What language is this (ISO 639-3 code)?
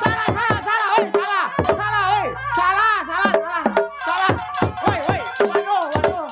bew